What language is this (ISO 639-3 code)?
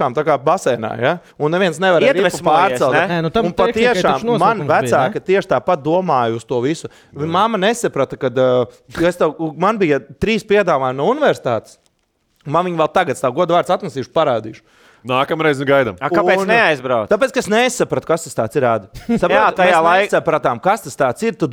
lav